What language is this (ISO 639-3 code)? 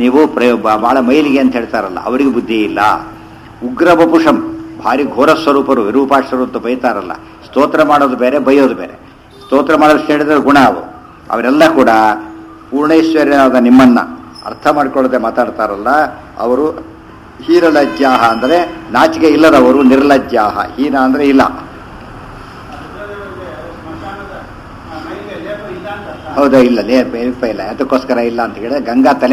kan